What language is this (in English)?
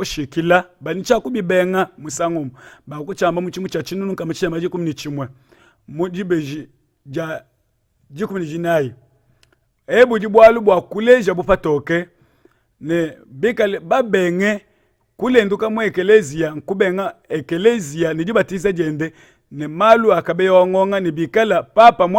Luba-Lulua